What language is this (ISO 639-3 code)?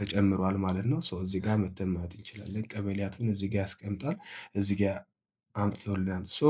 amh